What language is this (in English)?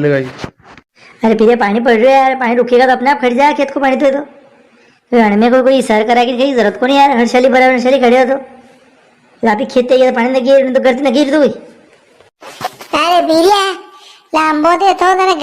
Rajasthani